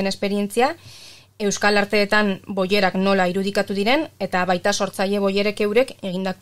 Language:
Basque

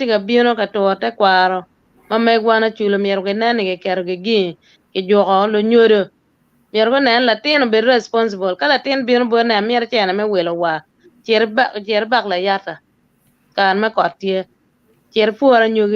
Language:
Acoli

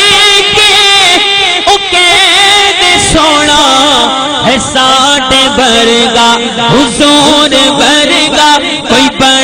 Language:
Saraiki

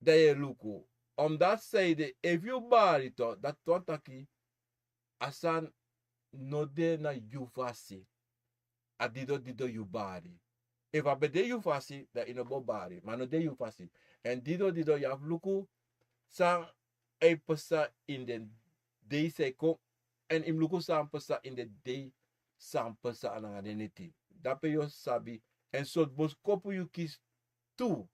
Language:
Sranan Tongo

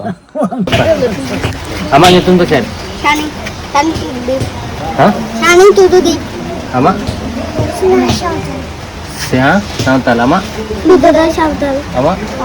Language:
Santali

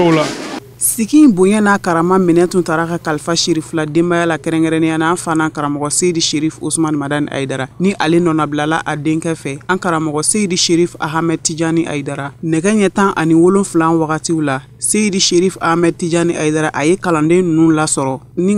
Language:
Bambara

